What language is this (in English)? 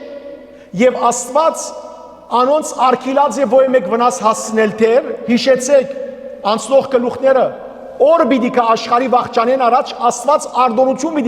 Western Armenian